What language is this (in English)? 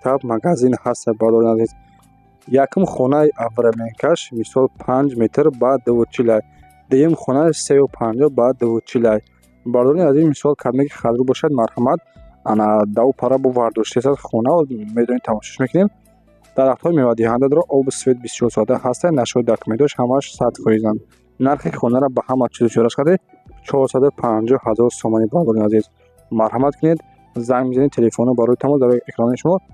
Tajik